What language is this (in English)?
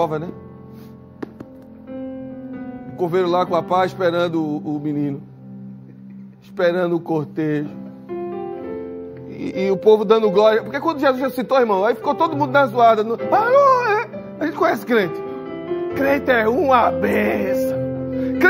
Portuguese